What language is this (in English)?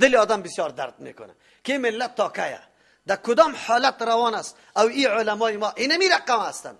Persian